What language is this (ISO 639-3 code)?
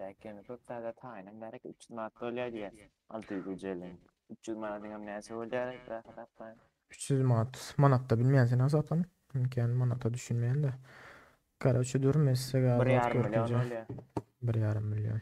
tuk